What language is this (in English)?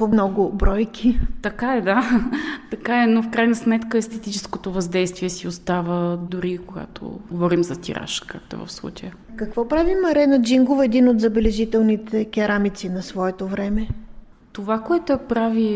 Bulgarian